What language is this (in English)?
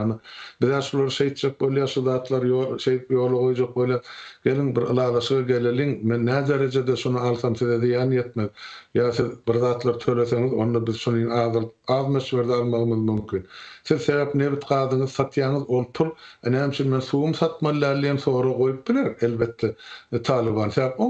Turkmen